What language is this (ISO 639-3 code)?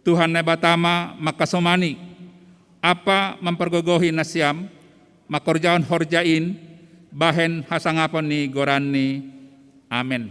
bts